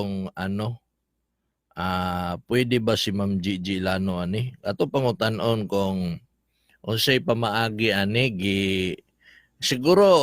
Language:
Cebuano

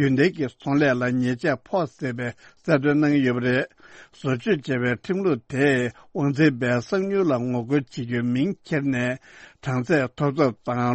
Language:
Tibetan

